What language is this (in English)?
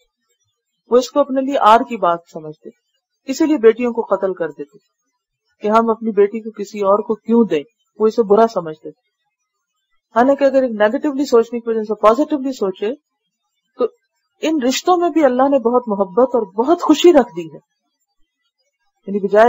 Urdu